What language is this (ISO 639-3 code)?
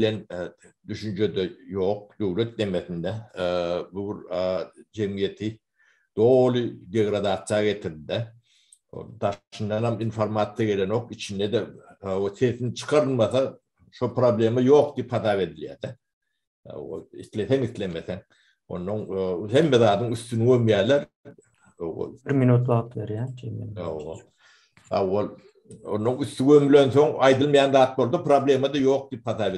tuk